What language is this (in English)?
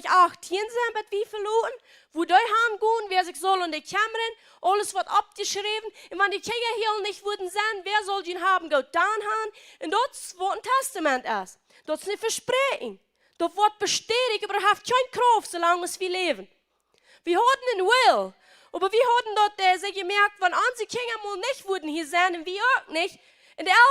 Plautdietsch